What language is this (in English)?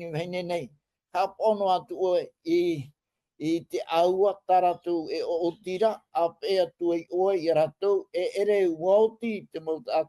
Tahitian